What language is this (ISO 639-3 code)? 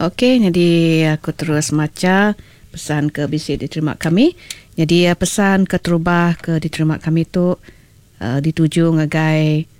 iba